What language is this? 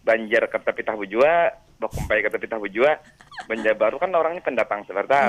Banjar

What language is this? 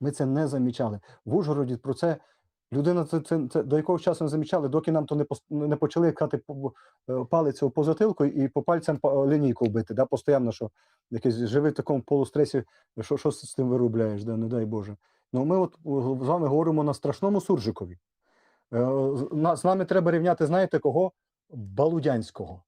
Rusyn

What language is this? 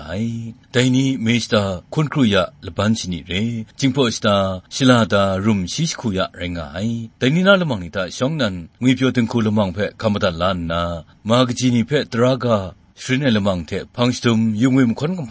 Kachin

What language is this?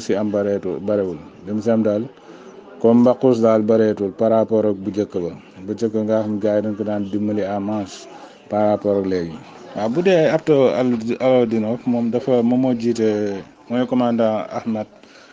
Wolof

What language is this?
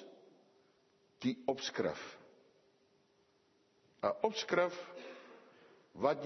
Afrikaans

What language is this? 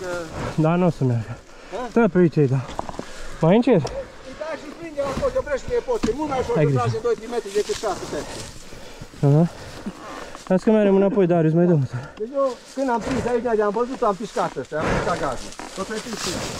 Romanian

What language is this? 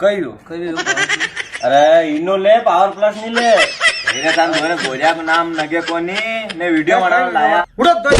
Rajasthani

